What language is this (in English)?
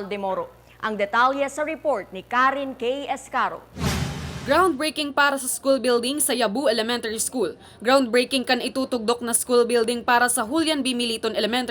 Bikol